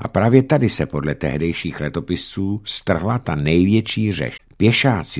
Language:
Czech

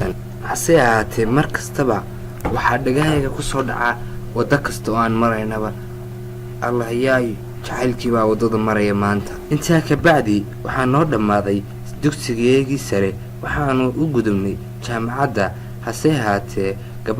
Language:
Somali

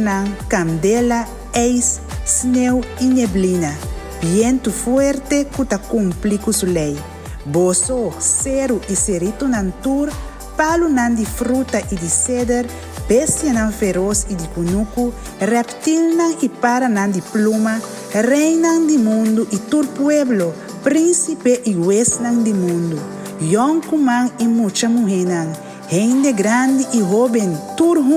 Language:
Papiamento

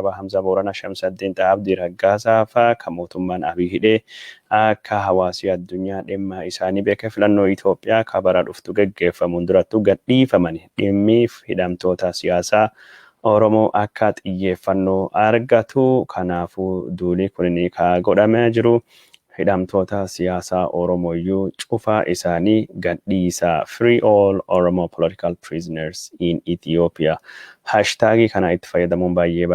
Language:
Oromo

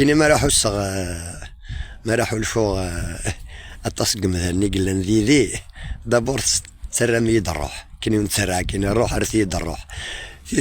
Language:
Kabyle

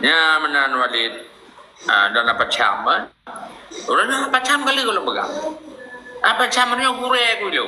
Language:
Achinese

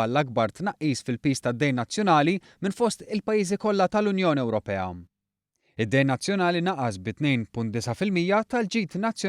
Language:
Maltese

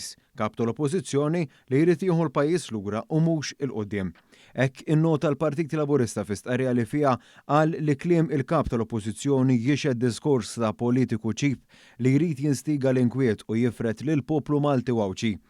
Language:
Maltese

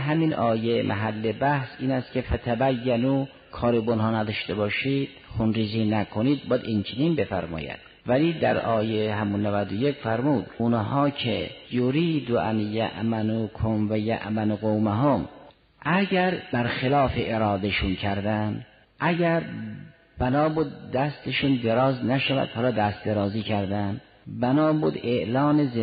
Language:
Persian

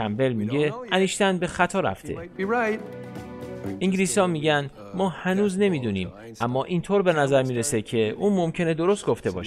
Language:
Persian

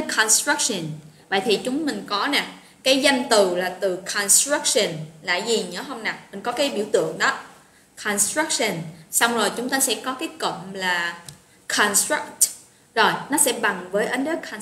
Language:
Vietnamese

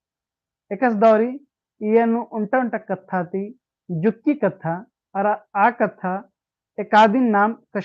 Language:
Kurukh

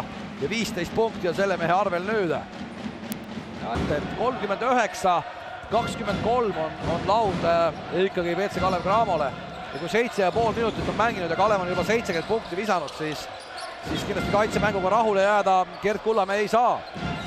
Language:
Estonian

